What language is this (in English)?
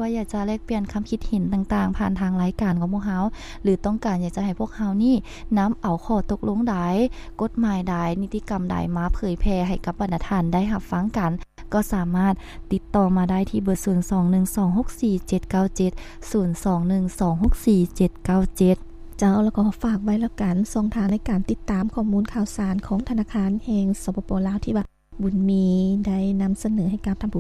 Lao